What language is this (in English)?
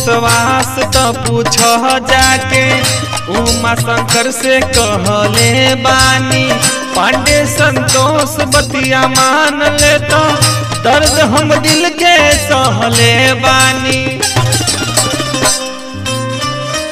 Bhojpuri